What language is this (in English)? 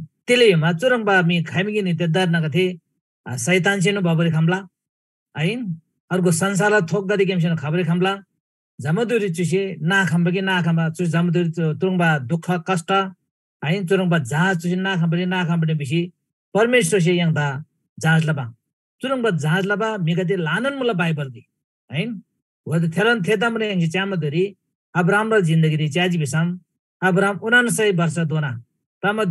Eastern Tamang